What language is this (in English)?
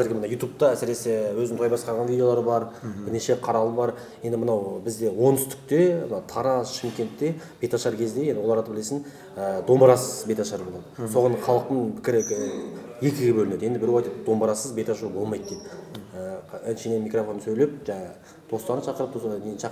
Kazakh